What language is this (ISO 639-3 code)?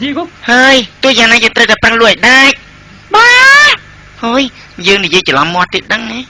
khm